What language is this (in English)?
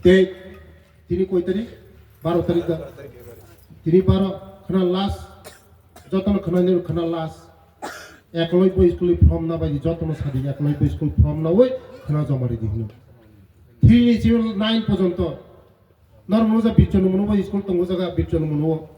Riang (India)